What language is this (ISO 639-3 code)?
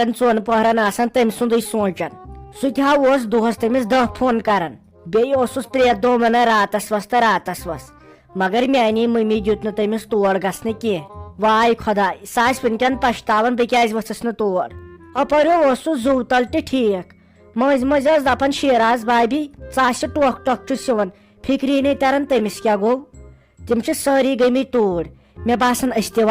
kas